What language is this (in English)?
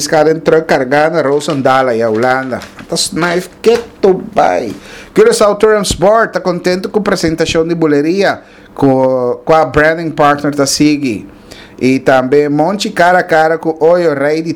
Papiamento